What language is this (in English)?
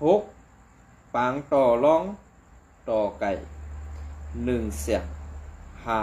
Shan